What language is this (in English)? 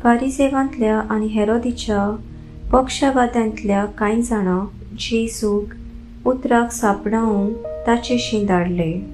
Konkani